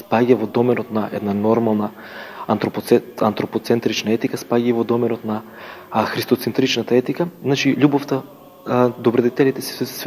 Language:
Macedonian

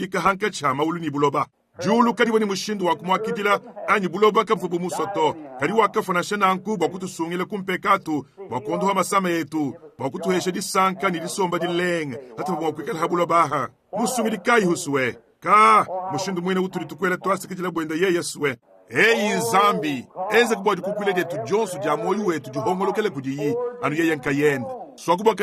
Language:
Luba-Lulua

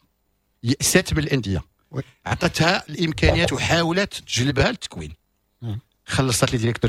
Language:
Moroccan Arabic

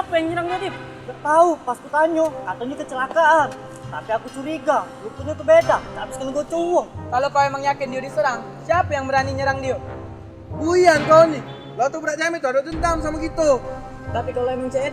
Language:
Musi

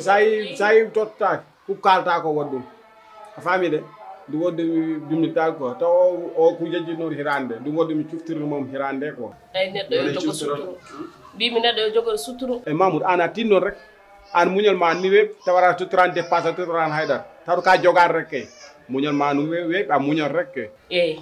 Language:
Fula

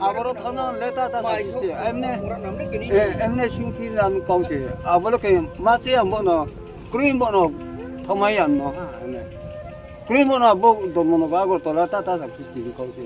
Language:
Riang (India)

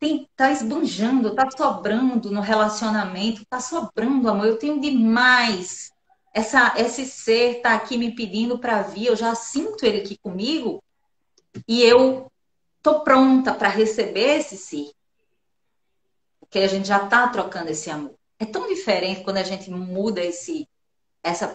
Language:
Portuguese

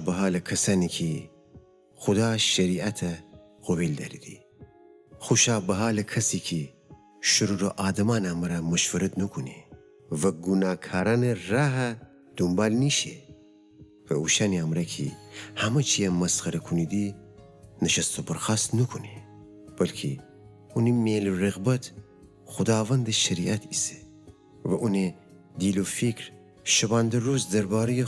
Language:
Gilaki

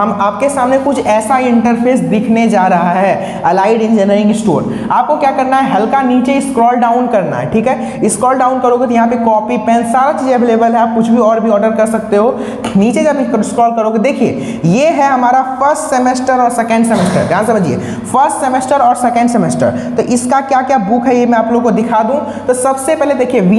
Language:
Hindi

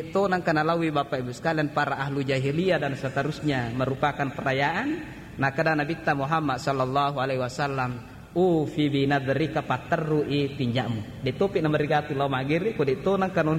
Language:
Buginese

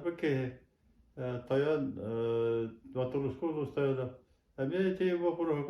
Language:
Yakut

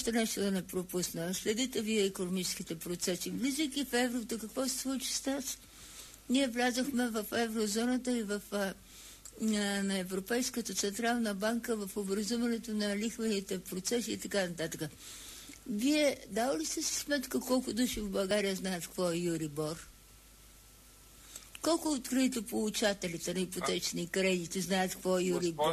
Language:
Bulgarian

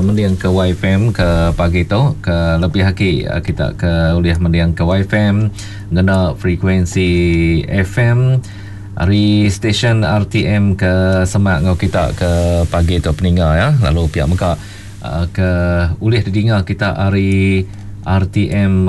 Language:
Iban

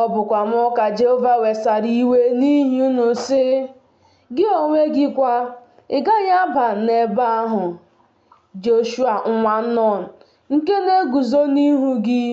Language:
Igbo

